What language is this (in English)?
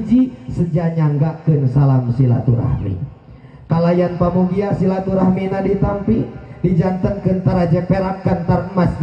Sundanese